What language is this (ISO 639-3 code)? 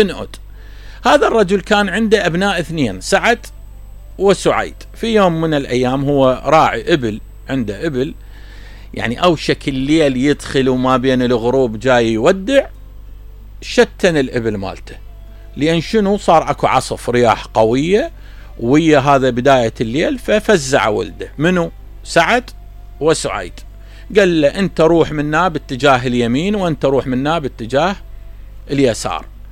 acm